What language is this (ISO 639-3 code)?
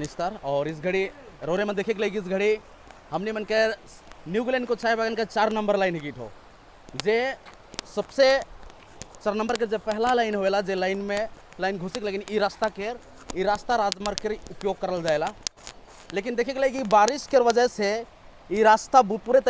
sck